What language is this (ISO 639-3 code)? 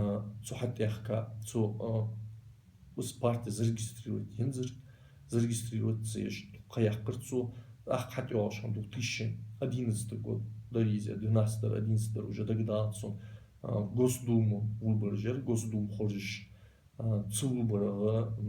inh